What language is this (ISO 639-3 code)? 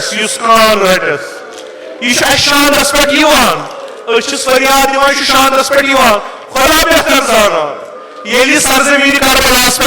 kas